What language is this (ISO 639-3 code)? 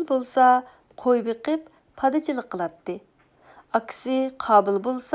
uig